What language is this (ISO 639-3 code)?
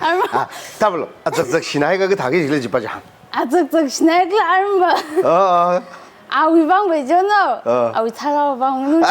nmf